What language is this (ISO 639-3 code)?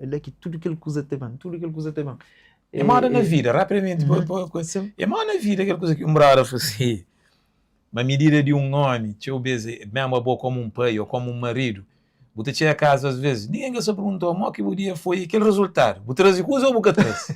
kea